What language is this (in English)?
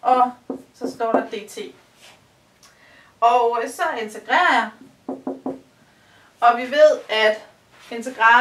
Danish